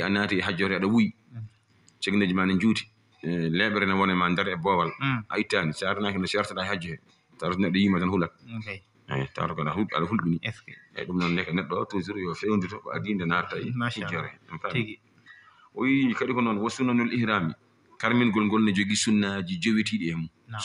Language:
Fula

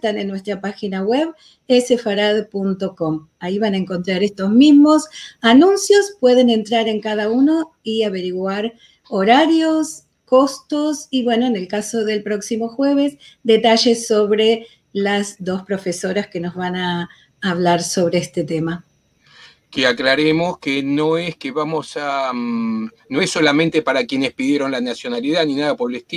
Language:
Ladino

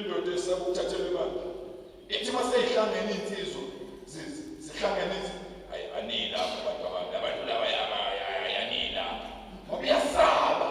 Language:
Zulu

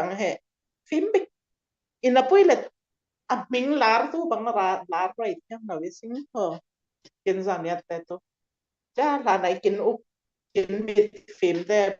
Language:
Falam Chin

